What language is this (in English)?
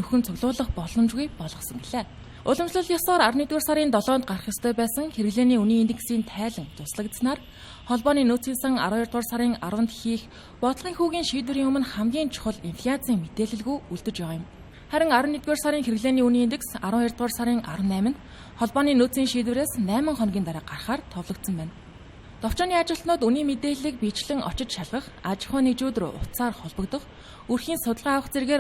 Mongolian